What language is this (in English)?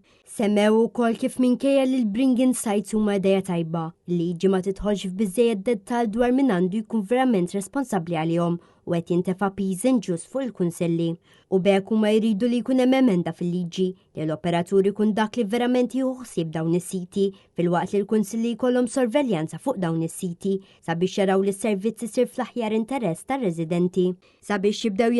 Maltese